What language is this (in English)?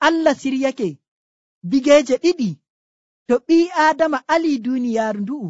Nigerian Fulfulde